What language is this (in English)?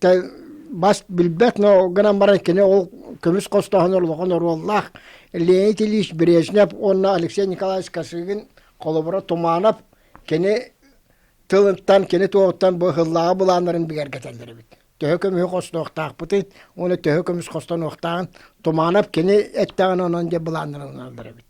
Yakut